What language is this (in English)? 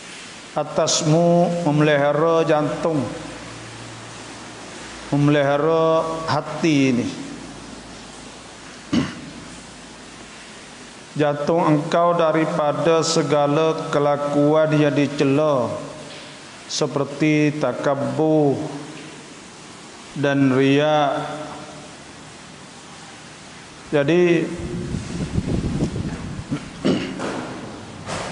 Malay